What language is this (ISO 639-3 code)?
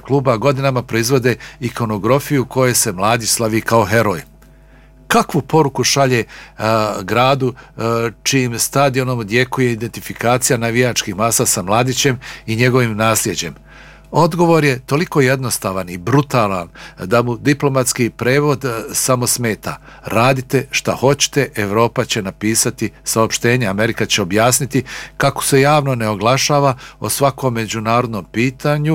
bos